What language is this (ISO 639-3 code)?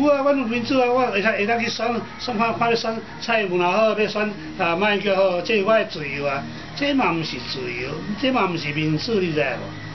nan